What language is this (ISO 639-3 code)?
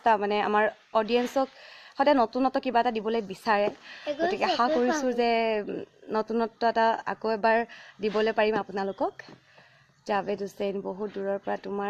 asm